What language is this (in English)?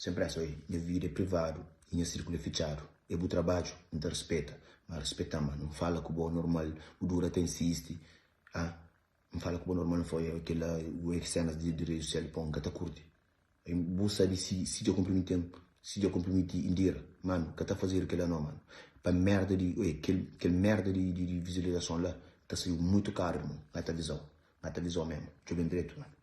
Kabuverdianu